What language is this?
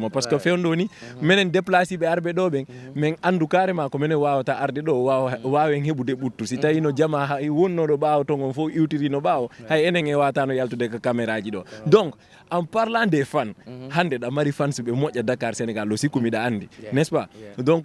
Fula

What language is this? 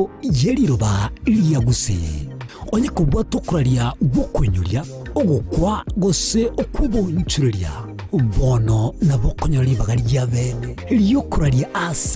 Gusii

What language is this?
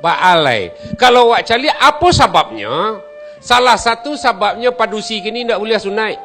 Minangkabau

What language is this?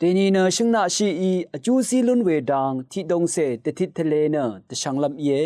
Rawang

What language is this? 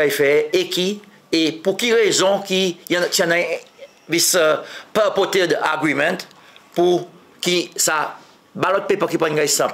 Seselwa Creole French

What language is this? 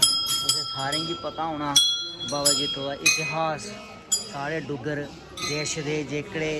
Dogri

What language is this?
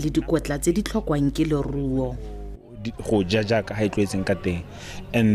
Tswana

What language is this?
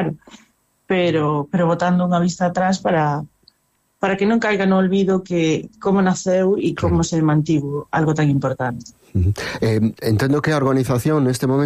Galician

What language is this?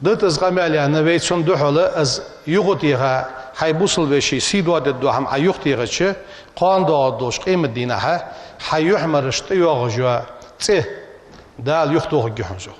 Ingush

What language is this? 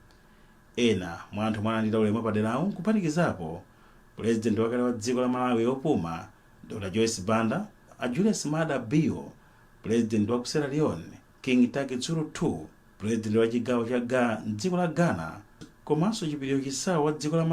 Nyanja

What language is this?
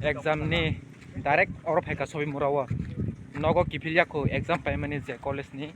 Kok Borok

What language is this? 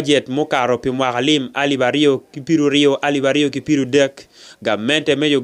Acoli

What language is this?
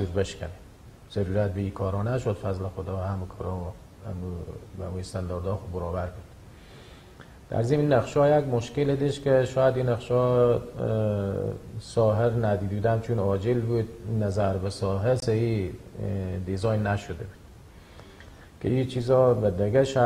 Persian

